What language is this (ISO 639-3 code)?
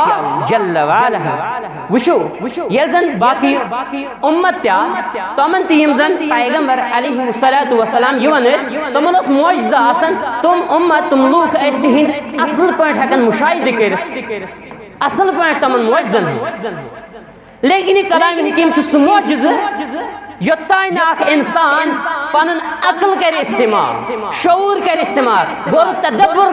kas